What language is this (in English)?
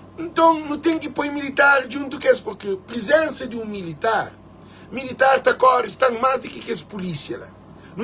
Kabuverdianu